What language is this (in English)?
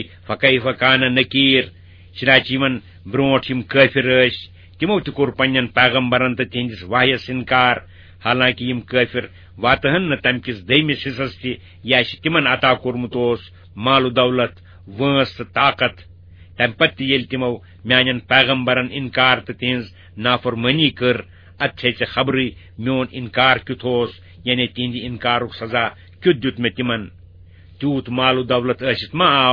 Kashmiri